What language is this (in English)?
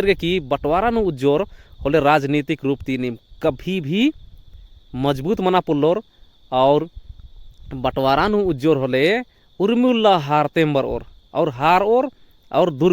Kurukh